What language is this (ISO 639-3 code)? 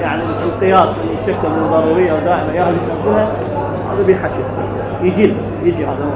acm